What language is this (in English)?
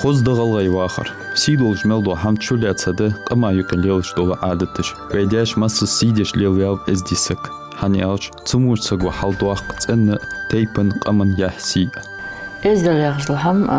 Ingush